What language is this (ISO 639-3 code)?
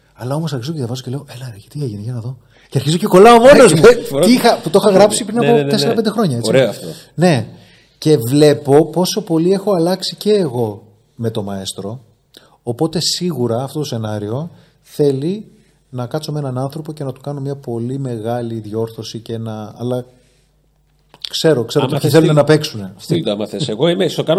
ell